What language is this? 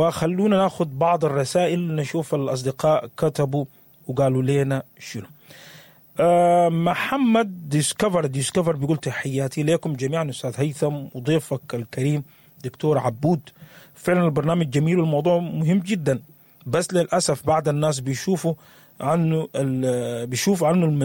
Sudanese Arabic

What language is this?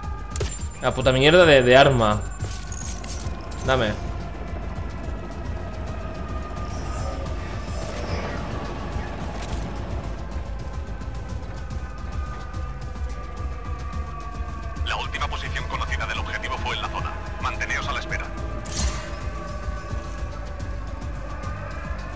Spanish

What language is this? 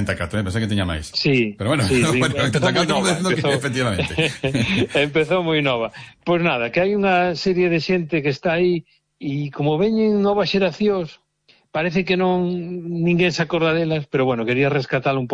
Galician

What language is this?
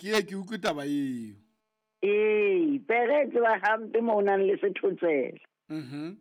Southern Sotho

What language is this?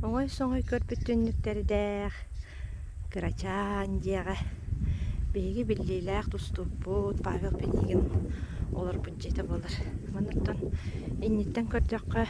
Yakut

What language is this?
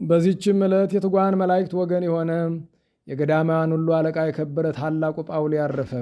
Amharic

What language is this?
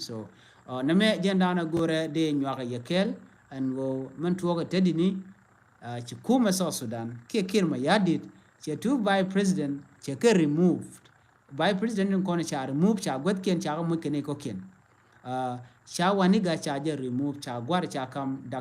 Nuer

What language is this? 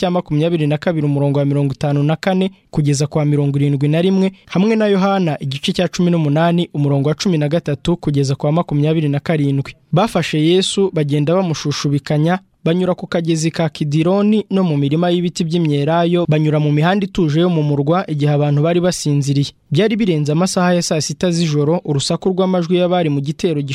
Kinyarwanda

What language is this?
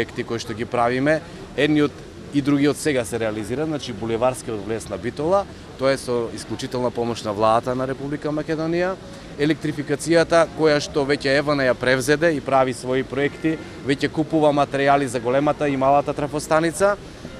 Macedonian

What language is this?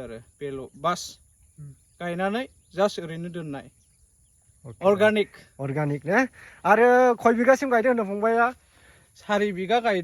Bodo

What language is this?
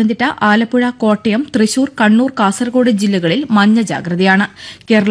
Malayalam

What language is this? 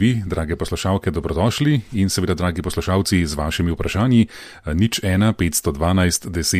Slovenian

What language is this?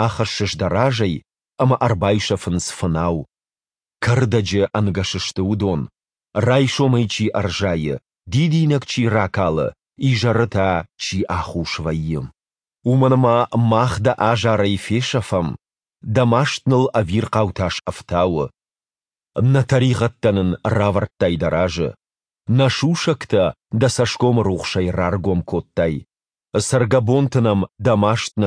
Ossetic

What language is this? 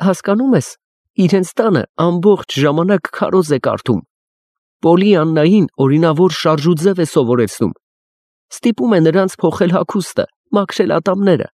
Armenian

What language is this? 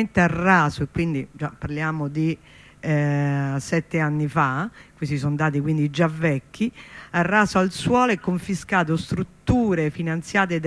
Italian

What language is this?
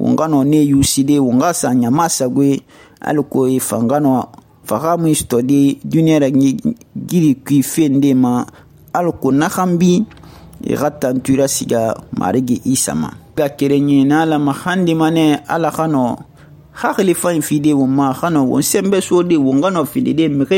Susu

